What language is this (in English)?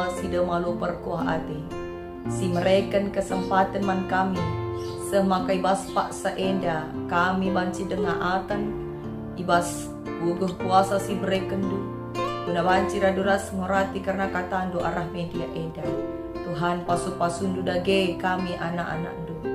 Batak Karo